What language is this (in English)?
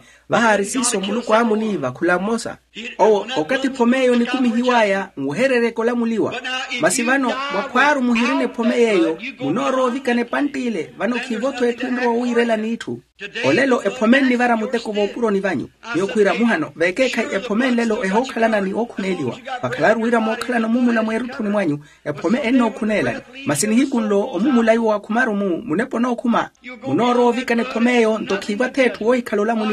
Makhuwa